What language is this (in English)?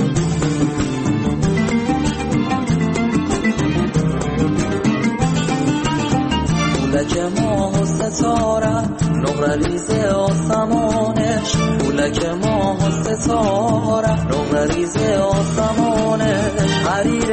Persian